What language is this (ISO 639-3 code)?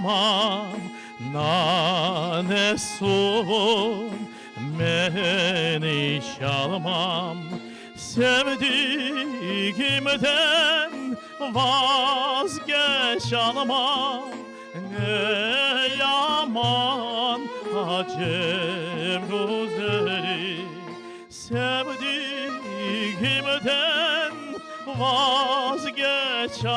crh